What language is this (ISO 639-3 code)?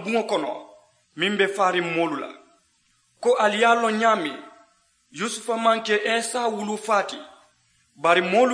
man